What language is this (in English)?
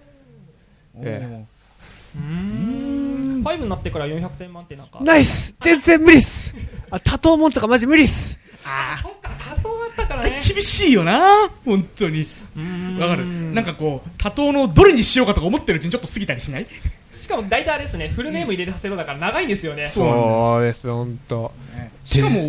Japanese